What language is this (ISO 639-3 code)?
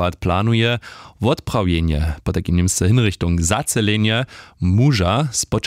hsb